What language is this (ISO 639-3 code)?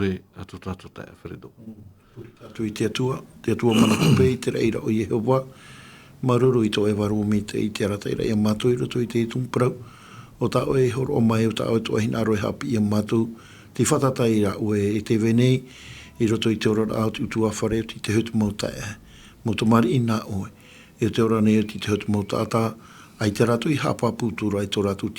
tah